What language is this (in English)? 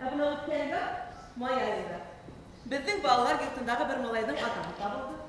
Bashkir